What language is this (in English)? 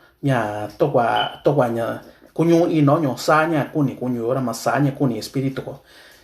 Mixtepec Mixtec